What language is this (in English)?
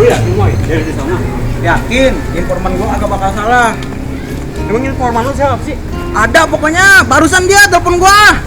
Betawi